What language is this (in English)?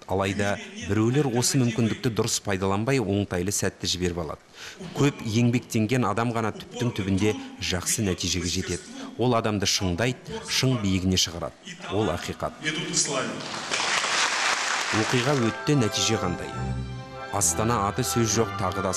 Kazakh